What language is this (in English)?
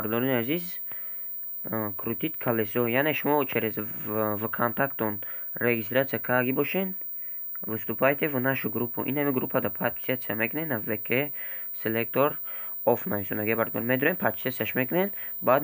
Tajik